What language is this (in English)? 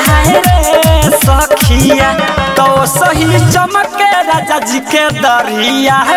Bhojpuri